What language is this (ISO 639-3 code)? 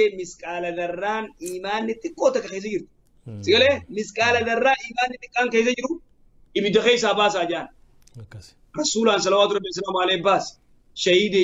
orm